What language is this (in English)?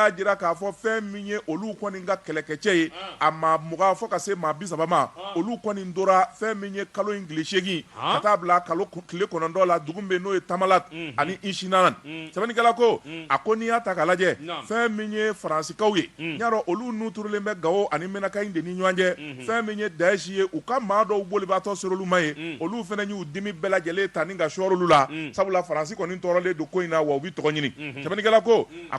Bambara